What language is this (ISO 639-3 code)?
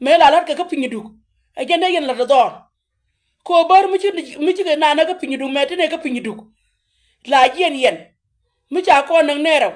nus